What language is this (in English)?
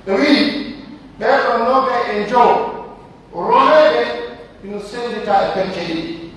Pular